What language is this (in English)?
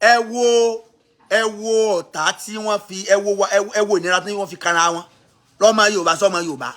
Yoruba